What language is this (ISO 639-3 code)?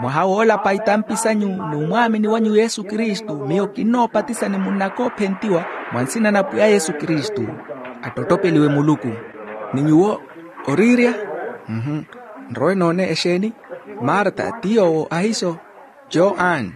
vmw